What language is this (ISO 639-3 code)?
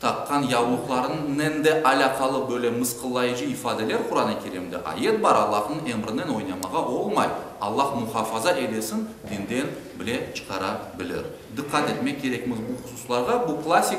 crh